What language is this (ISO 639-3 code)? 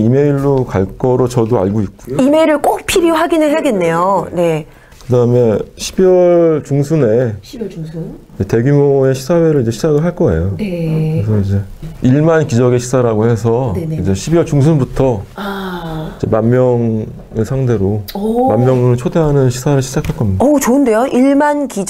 kor